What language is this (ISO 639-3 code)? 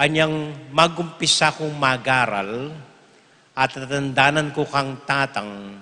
pam